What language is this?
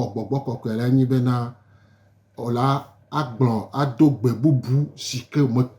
Gen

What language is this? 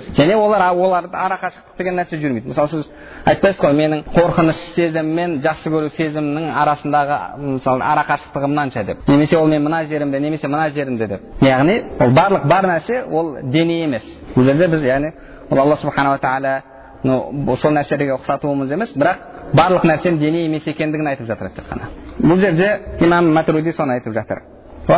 Kazakh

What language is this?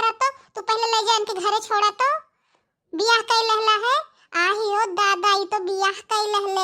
Bhojpuri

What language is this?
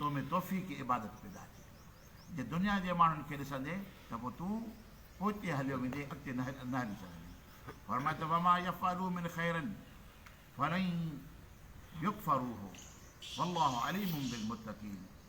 Sindhi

